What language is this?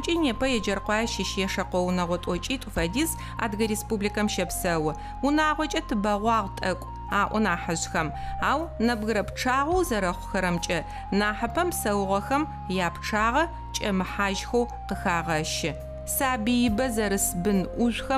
Adyghe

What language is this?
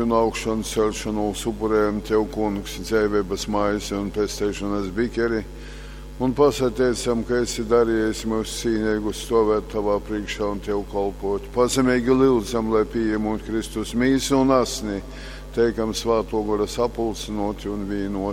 Latgalian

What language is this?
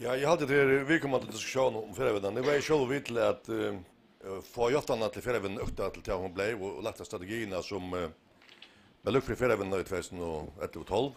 Faroese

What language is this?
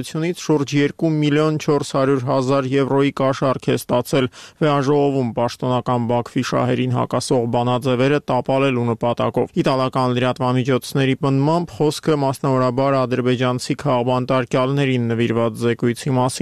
Armenian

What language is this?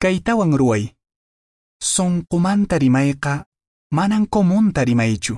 Quechua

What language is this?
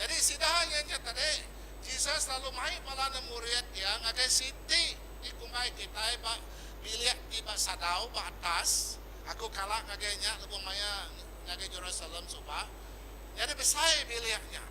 Iban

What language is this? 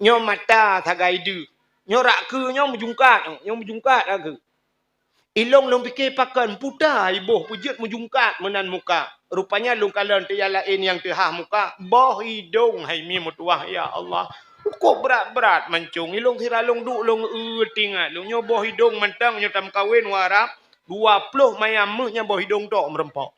Achinese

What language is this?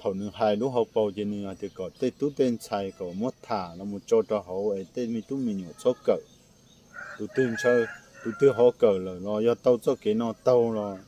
Hmong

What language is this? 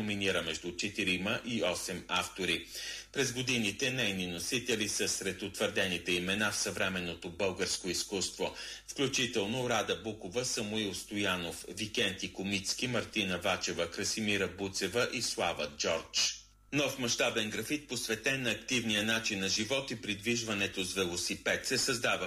Bulgarian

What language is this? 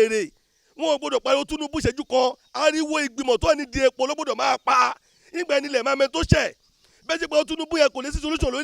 Yoruba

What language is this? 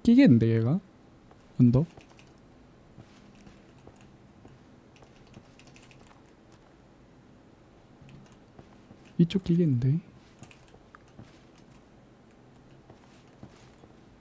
Korean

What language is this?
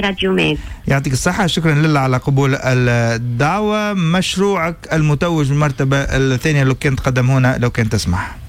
Tunisian Arabic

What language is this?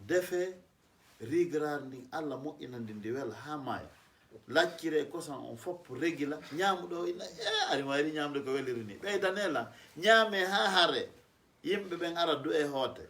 Fula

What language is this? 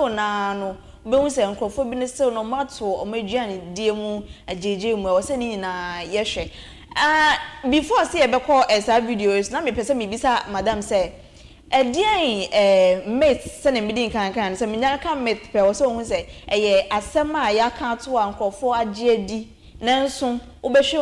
Akan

